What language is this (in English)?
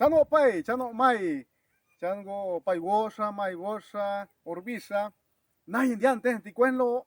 Zapotec